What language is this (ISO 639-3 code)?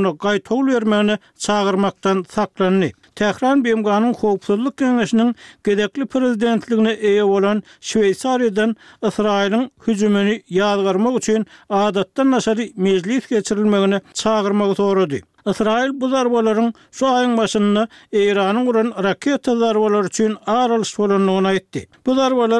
tuk